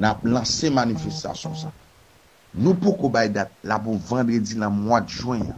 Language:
Haitian Creole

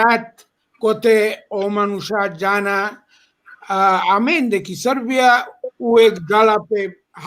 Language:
Balkan Romani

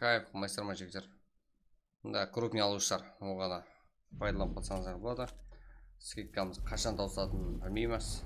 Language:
Kara-Kalpak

